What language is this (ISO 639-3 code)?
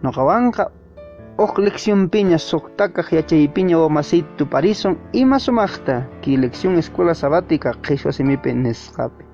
que